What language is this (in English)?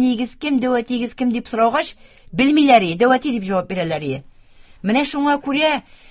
Tatar